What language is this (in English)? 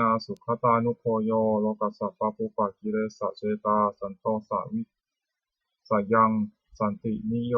Pali